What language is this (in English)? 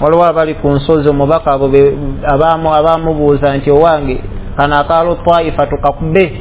Ganda